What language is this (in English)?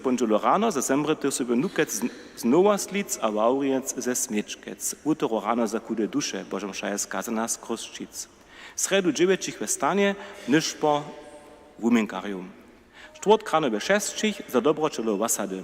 Upper Sorbian